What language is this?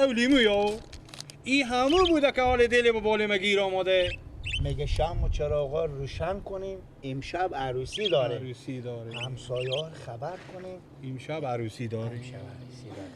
Persian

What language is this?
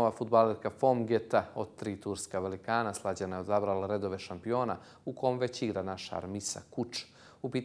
Bosnian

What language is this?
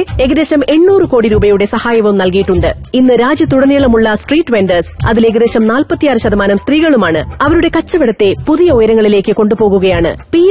Malayalam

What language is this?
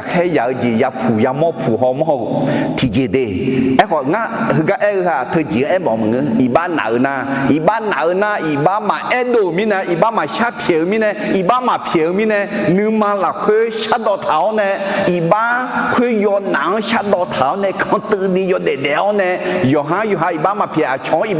Akha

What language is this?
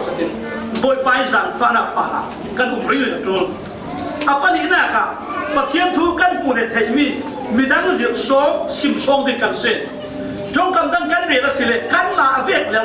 Falam Chin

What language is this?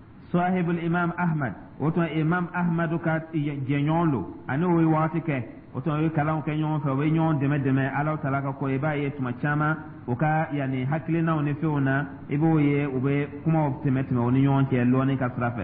Dyula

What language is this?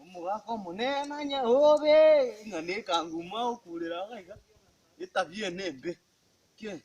Gusii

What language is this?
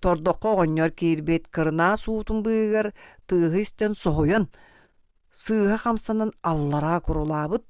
Yakut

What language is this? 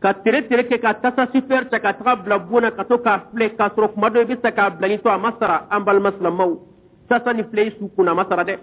Bambara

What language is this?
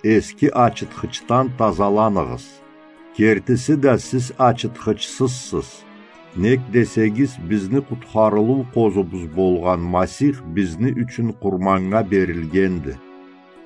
Karachay-Balkar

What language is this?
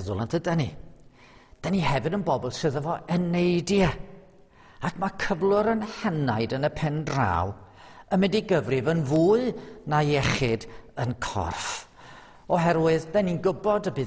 Welsh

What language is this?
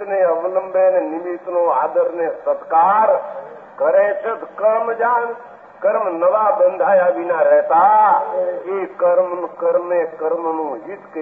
Gujarati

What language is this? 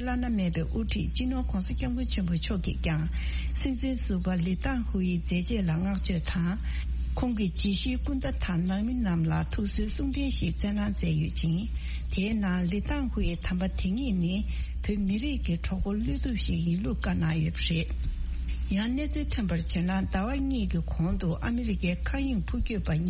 Tibetan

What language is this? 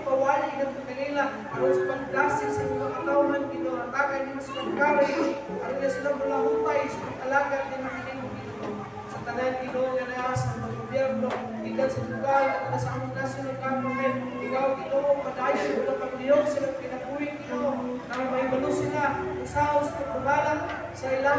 Cebuano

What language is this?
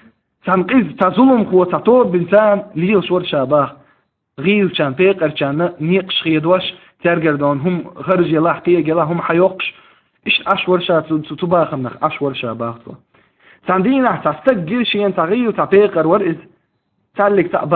Chechen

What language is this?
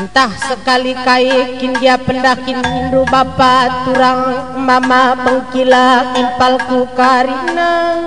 Batak Karo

